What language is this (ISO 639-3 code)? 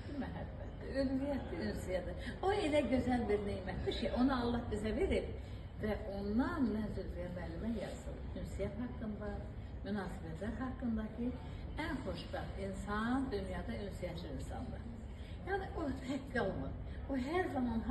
aze